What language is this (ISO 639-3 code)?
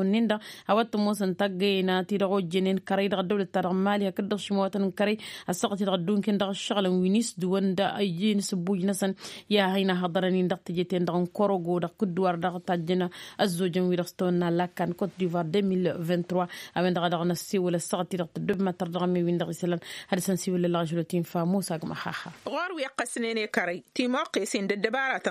taq